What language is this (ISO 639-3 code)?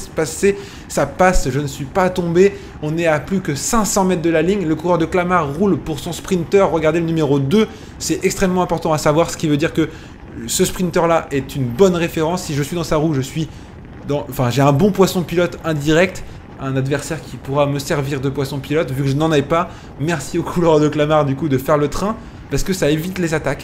fra